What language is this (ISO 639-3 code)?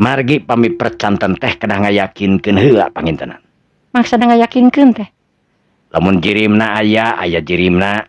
sun